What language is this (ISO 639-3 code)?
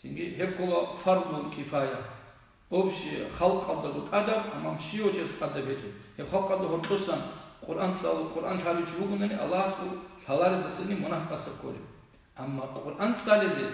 ava